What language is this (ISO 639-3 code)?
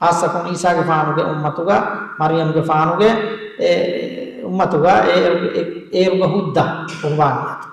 div